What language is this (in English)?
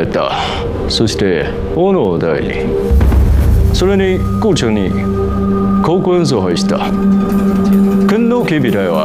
Chinese